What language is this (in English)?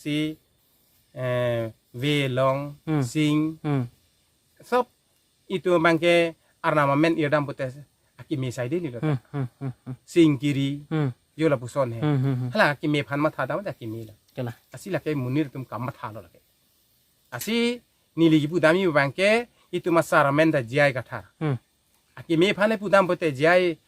Karbi